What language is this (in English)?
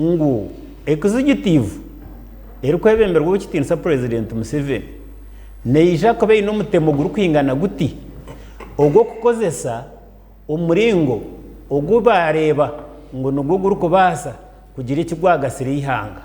Nyankole